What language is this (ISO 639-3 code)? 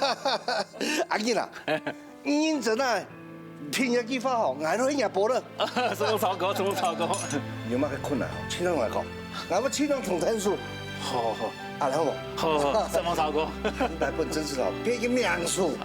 hak